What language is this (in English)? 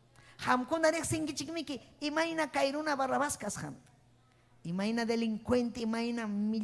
Ayacucho Quechua